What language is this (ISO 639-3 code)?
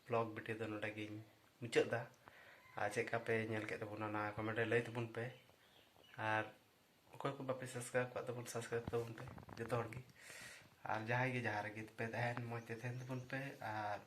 sat